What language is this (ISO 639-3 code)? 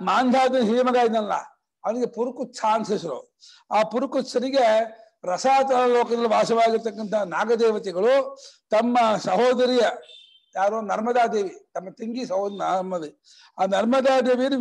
kan